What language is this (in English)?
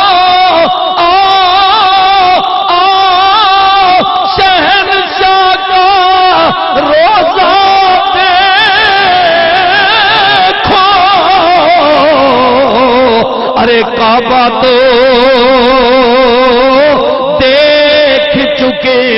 Urdu